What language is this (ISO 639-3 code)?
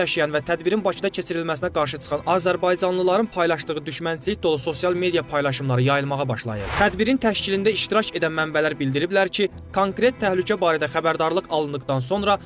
aze